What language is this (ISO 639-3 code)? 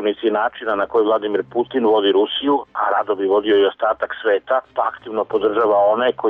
srp